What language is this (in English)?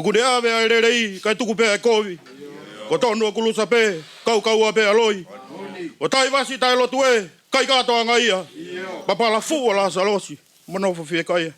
Tongan